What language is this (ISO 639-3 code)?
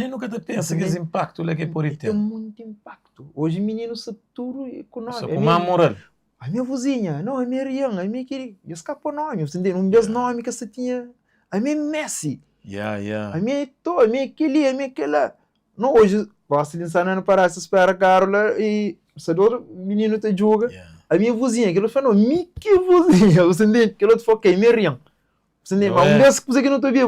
kea